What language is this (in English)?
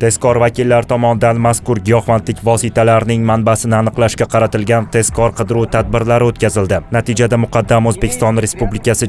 Uzbek